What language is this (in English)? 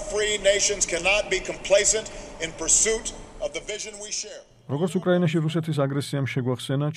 Georgian